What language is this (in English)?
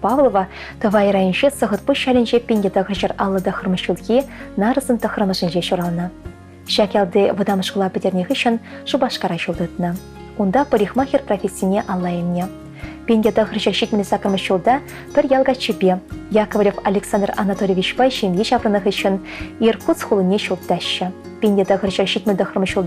Chuvash